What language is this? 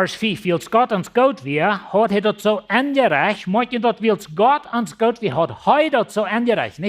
Plautdietsch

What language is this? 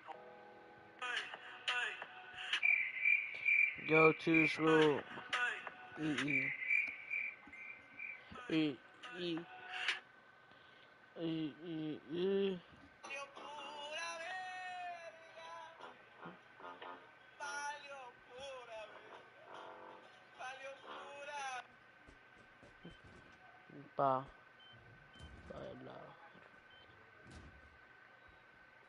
English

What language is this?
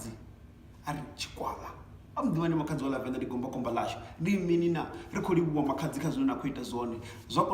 Venda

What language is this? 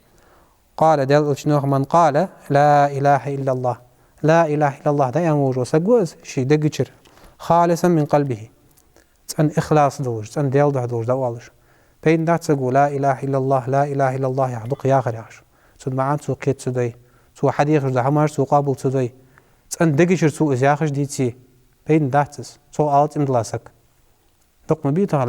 Ingush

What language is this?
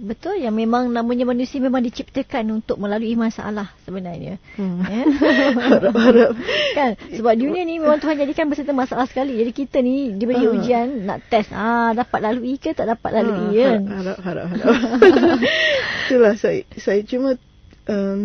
Malay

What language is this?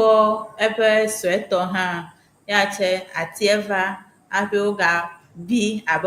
Ewe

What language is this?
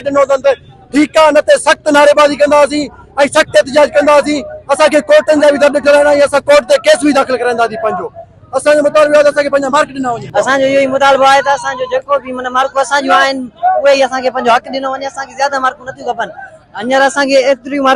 Sindhi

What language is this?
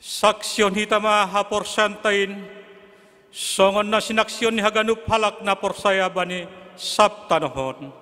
Batak Simalungun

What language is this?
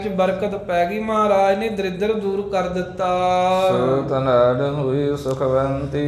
Punjabi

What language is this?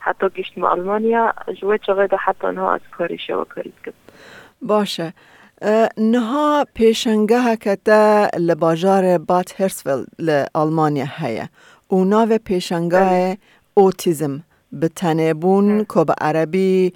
Kurdish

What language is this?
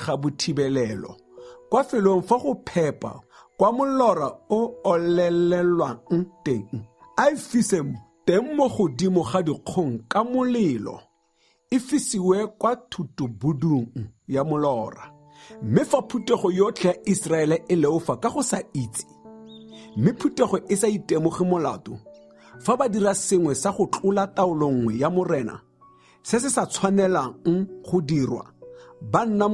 Tswana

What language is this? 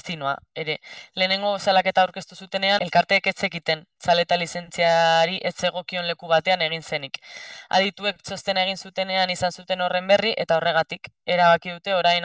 Basque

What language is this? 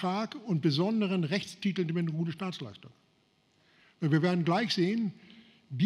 German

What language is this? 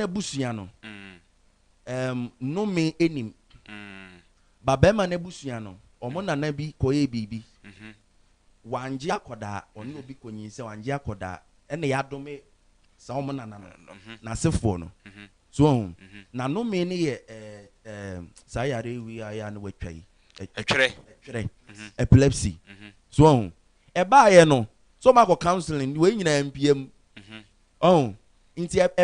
Akan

